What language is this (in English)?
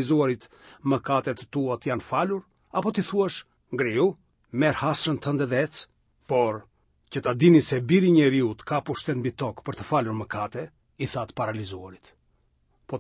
Albanian